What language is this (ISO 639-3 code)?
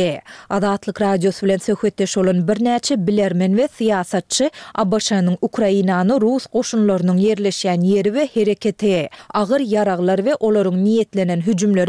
tuk